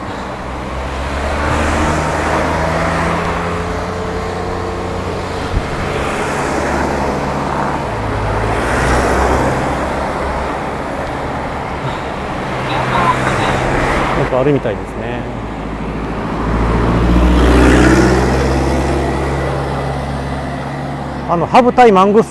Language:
Japanese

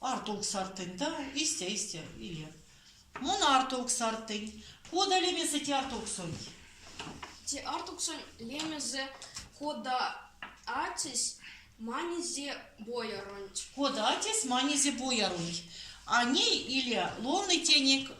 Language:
Erzya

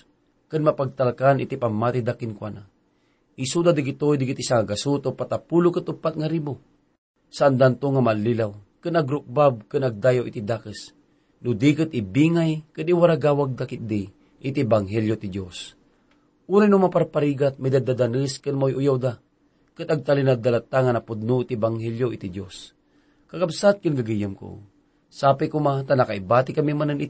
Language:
Iloko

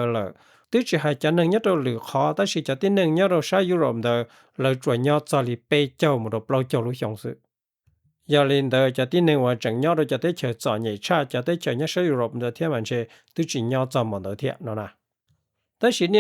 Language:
Hmong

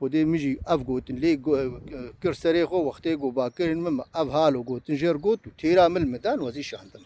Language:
Kurdish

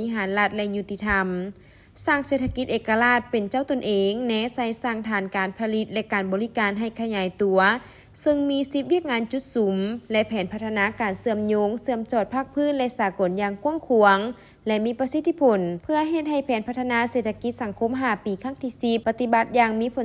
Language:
Lao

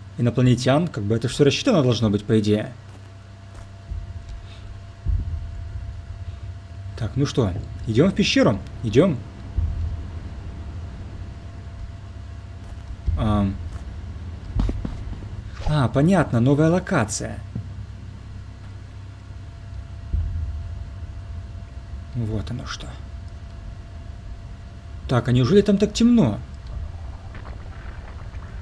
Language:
Russian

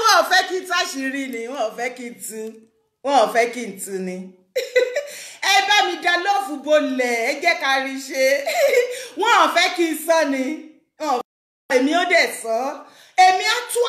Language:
Yoruba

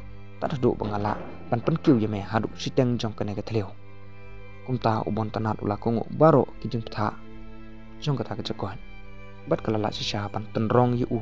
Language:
Khasi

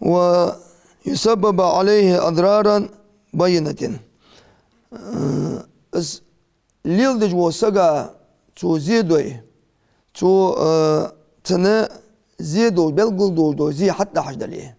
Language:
Ingush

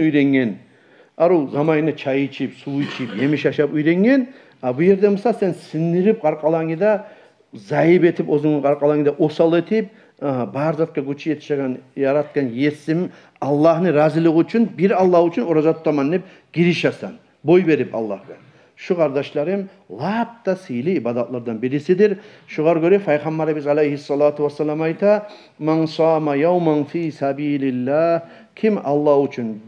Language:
Kumyk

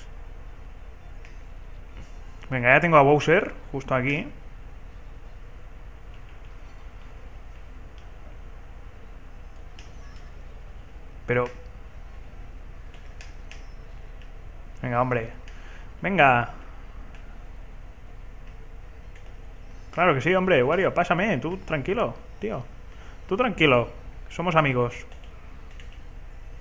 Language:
Spanish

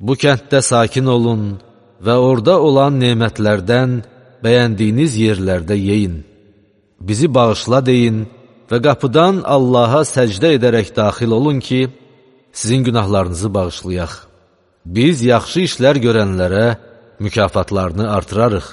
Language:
Azerbaijani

